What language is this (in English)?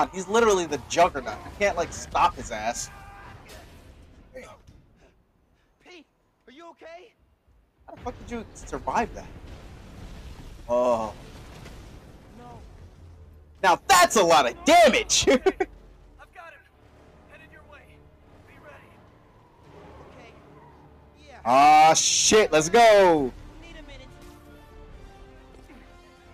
English